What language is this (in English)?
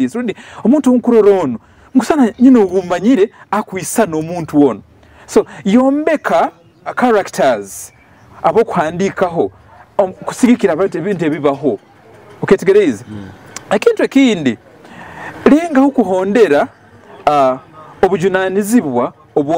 Nyoro